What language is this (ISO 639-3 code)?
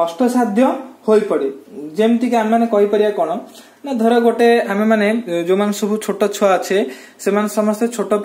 ori